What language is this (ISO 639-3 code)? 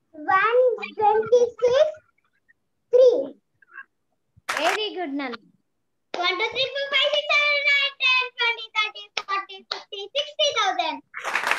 tel